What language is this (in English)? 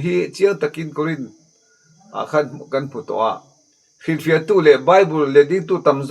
Mizo